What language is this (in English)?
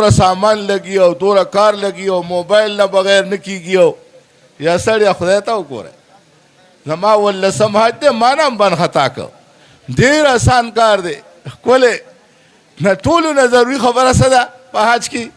Pashto